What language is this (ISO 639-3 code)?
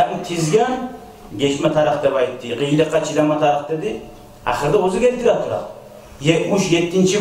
kum